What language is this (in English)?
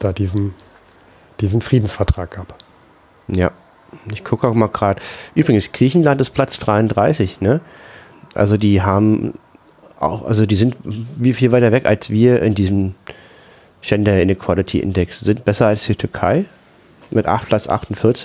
German